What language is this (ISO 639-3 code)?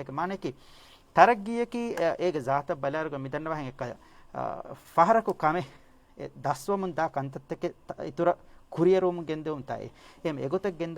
div